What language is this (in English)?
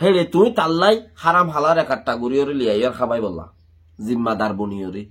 Rohingya